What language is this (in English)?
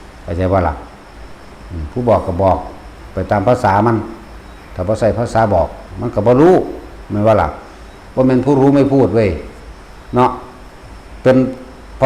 Northeastern Thai